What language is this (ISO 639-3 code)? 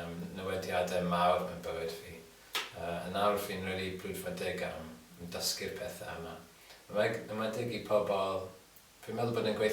cym